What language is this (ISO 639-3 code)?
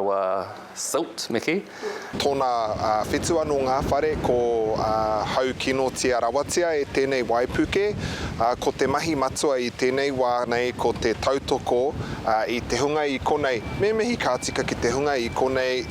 mri